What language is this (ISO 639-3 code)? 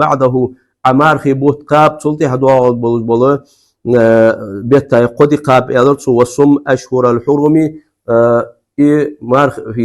inh